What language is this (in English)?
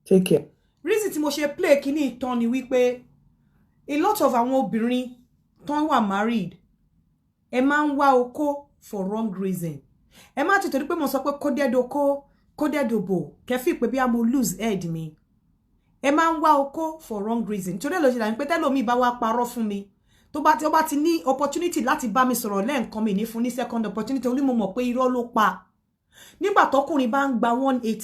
Yoruba